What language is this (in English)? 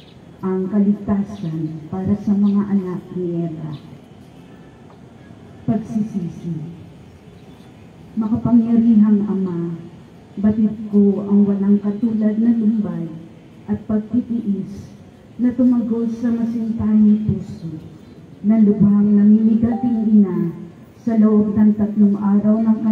Filipino